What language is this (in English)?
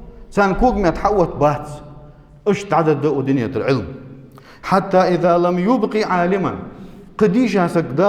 Ingush